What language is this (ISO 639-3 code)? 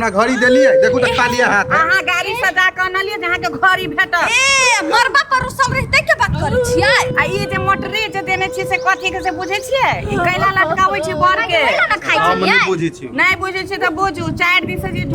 mai